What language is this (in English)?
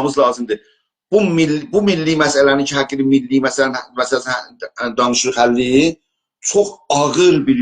South Azerbaijani